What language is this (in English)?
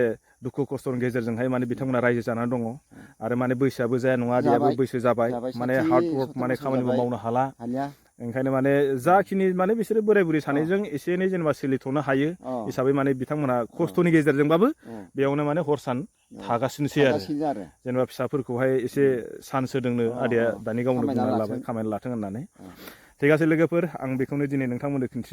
Bodo